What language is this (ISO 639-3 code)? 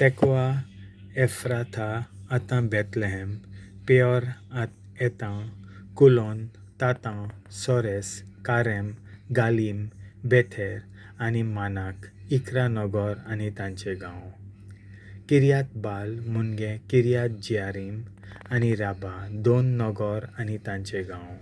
kok